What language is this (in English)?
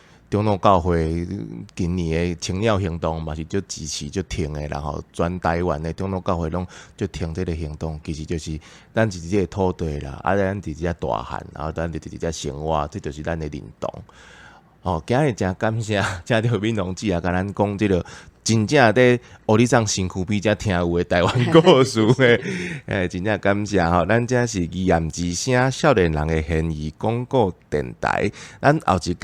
Min Nan Chinese